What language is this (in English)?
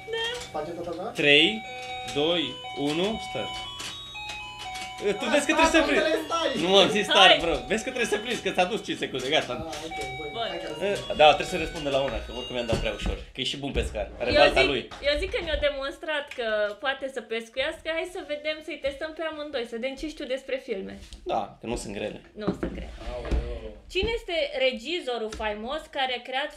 Romanian